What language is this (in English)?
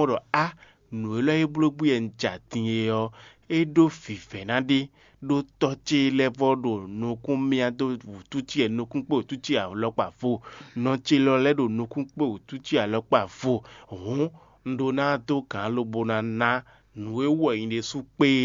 Fon